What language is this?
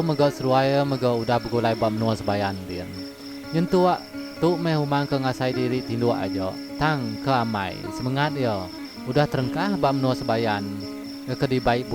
Iban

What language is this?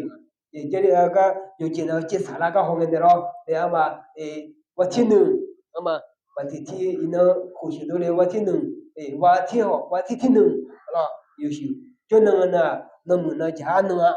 Akha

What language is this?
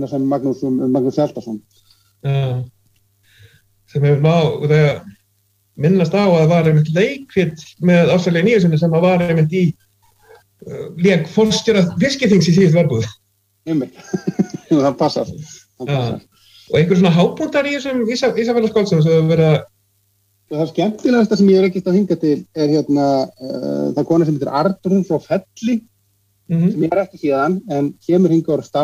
Icelandic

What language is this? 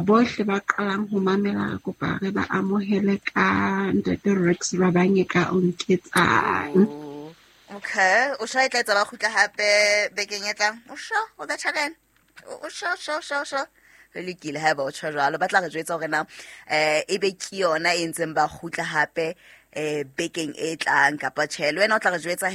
Southern Sotho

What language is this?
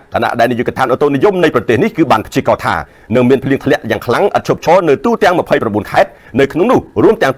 Khmer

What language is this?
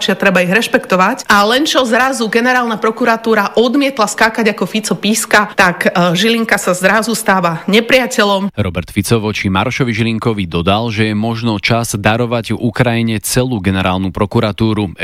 Slovak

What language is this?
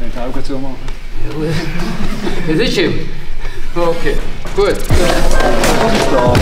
Swiss German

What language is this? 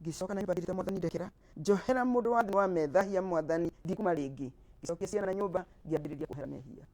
Kikuyu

